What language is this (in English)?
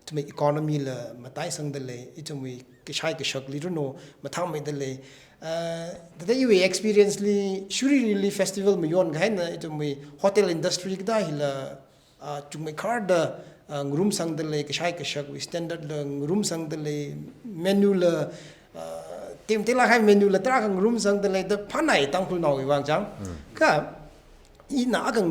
Tangkhul Naga (India)